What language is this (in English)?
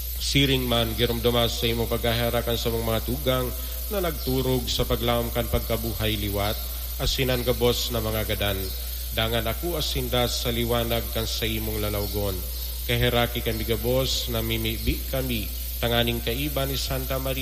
Bikol